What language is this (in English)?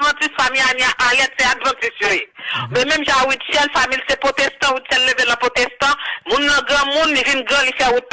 Haitian Creole